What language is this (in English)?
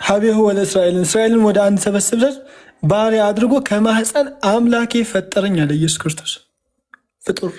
Amharic